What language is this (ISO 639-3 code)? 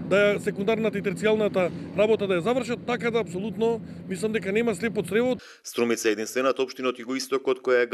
mkd